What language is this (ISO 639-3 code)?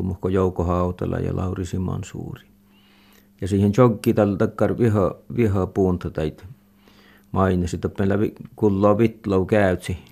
fin